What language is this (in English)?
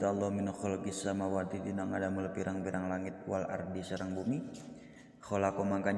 Sundanese